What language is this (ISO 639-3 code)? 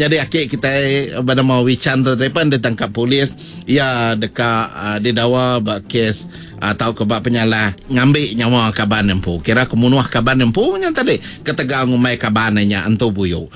iba